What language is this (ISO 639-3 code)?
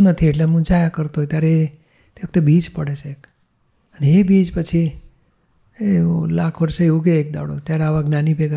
guj